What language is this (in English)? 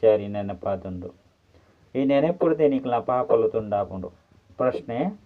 Tulu